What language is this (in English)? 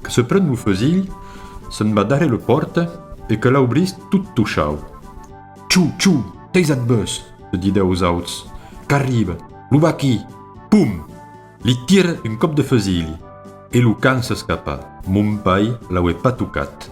Occitan